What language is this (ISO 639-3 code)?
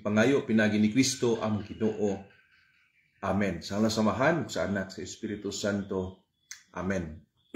ceb